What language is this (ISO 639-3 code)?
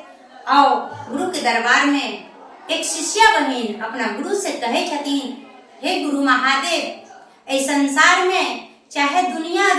mai